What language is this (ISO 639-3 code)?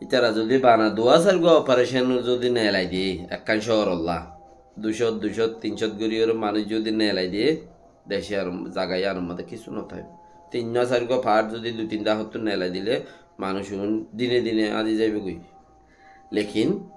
rhg